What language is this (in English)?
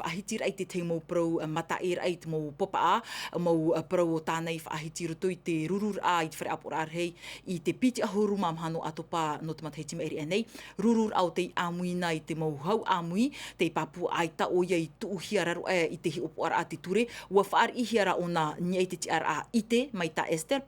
Tahitian